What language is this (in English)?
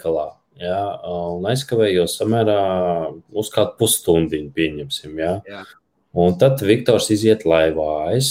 Latvian